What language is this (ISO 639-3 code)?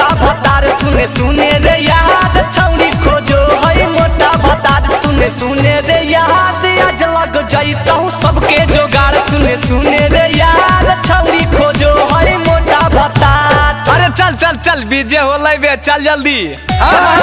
mag